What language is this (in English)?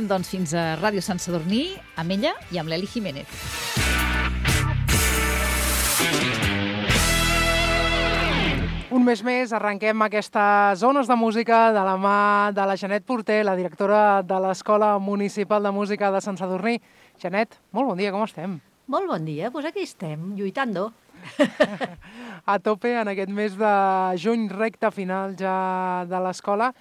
Catalan